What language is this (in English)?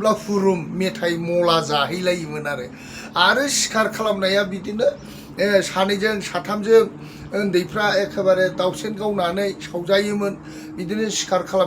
Bodo